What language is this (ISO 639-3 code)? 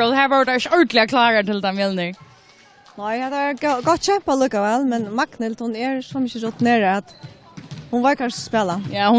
fao